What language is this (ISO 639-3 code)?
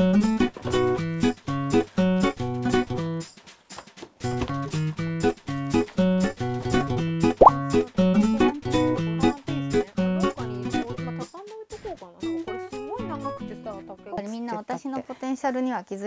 jpn